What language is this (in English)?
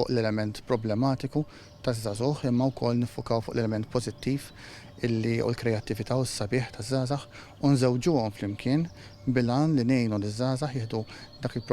Maltese